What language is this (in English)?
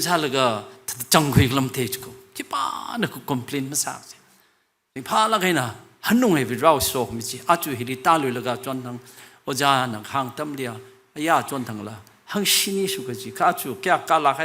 Tangkhul Naga (India)